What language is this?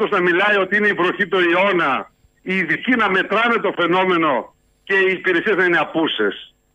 Greek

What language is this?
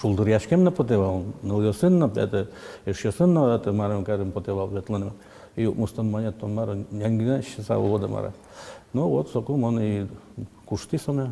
Udmurt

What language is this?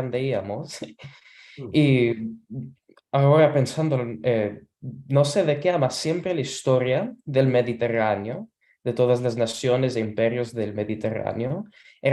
Ladino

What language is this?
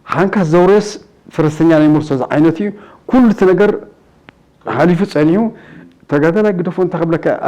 Tigrinya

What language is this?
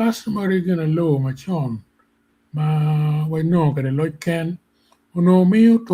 Acoli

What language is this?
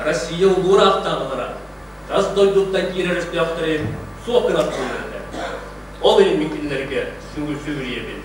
Yakut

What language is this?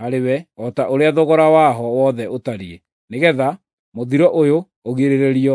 Kikuyu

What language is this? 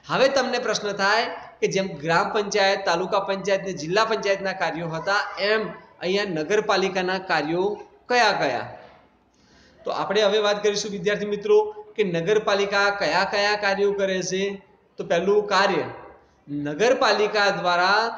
Gujarati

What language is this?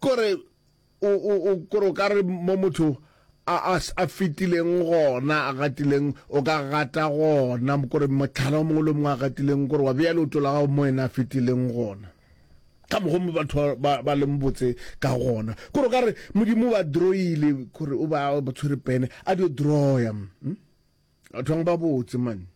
Northern Sotho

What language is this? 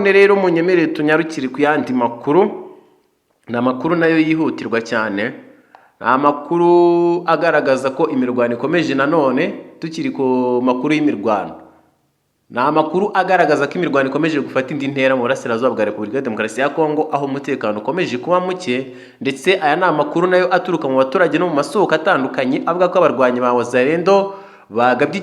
Kinyarwanda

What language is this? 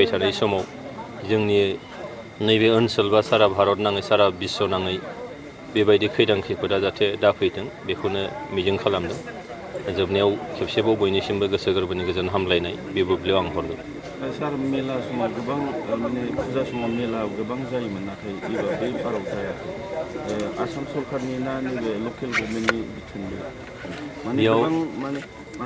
Bodo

